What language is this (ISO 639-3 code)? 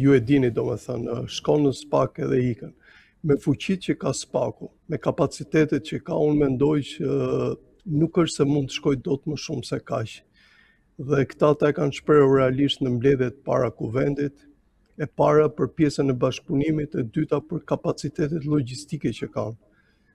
sqi